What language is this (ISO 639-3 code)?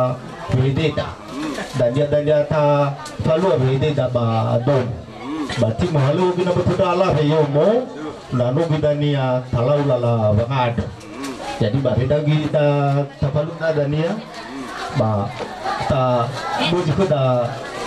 nia